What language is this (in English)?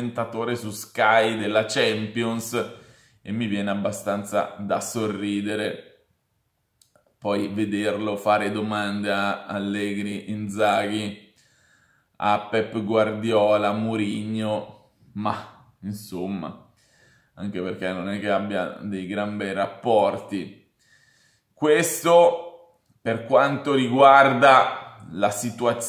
Italian